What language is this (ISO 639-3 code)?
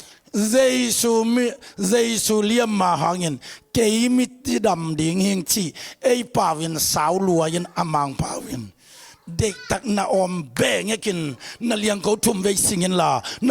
ctd